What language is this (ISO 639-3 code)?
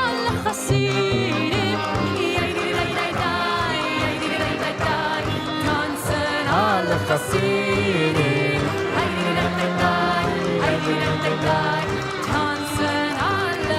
yid